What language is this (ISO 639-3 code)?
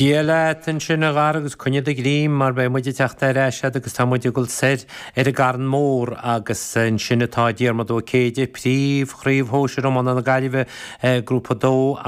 gle